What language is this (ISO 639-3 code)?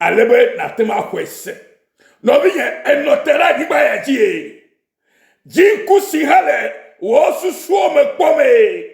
ewe